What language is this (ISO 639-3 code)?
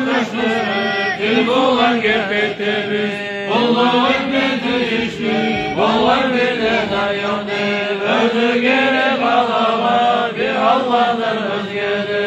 kum